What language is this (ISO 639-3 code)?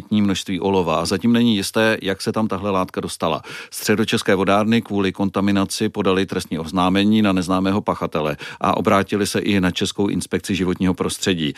ces